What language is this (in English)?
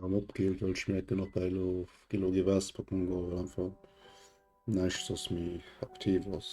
Luxembourgish